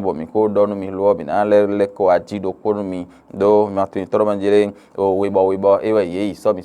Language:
Fon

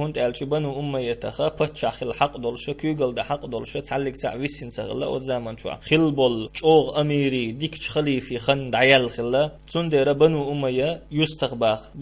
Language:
Chechen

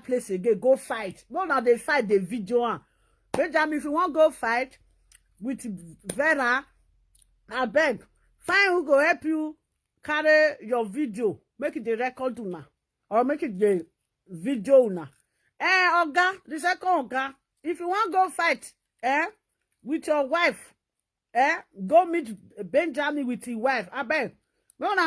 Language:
Nigerian Pidgin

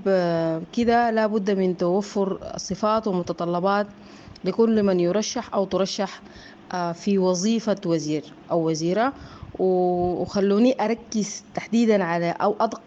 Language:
Sudanese Arabic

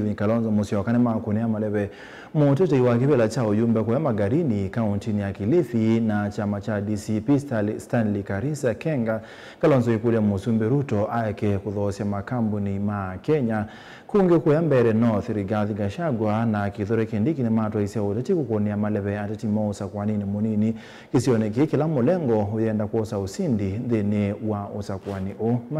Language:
Kamba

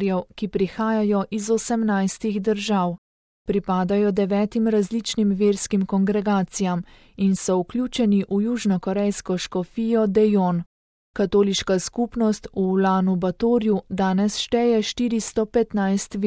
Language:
Slovenian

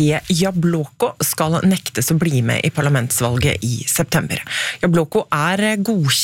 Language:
Norwegian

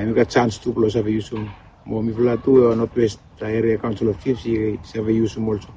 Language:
Bislama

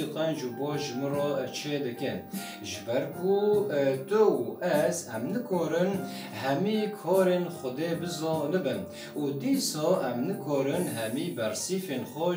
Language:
Kurdish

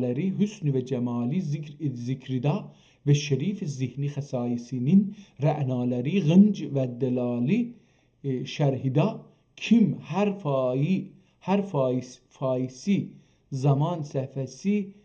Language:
South Azerbaijani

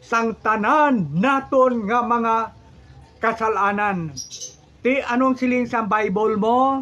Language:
Hiligaynon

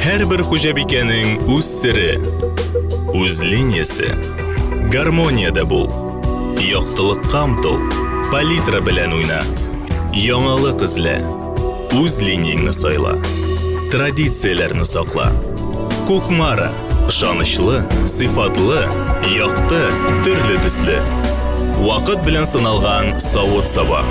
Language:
Tatar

